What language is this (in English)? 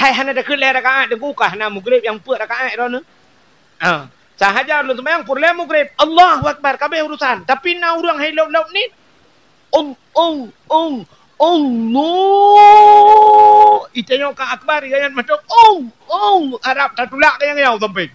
Achinese